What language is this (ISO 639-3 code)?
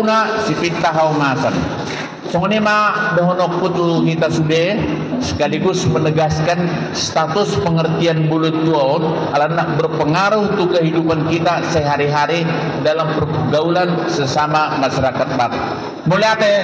bbc